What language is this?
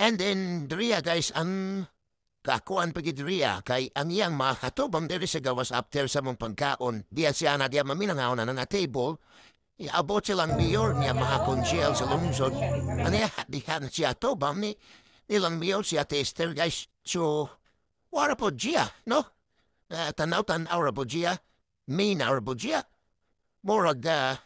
Cebuano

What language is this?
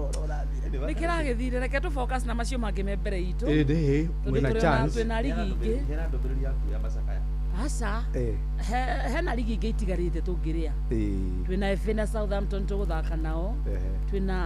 Kikuyu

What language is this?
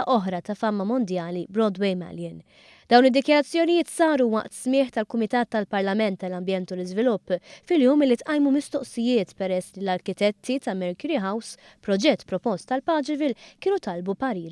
Maltese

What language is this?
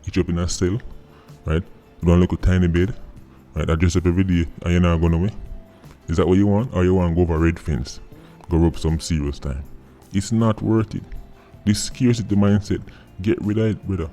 Jamaican Creole English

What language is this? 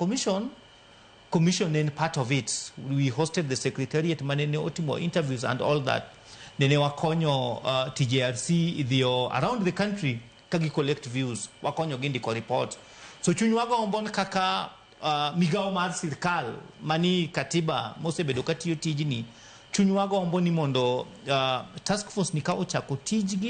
Luo (Kenya and Tanzania)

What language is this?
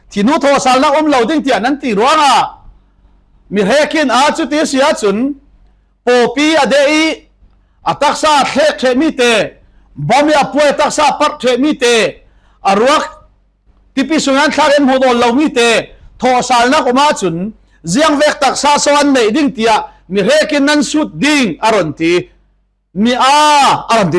Falam Chin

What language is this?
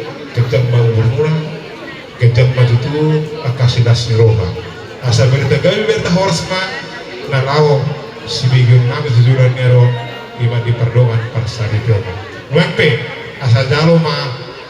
Batak Toba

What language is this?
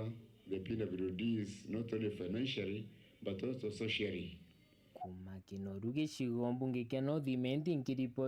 Meru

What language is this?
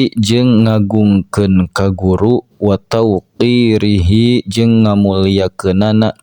Sundanese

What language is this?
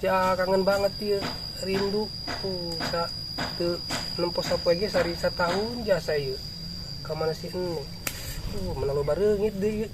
Sundanese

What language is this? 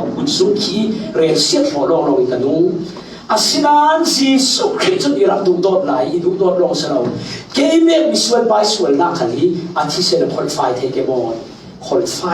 Falam Chin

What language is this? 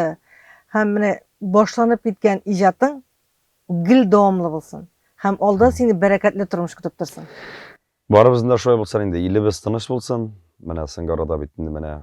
Tatar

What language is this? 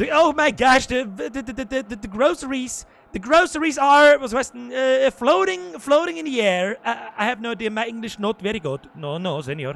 Bavarian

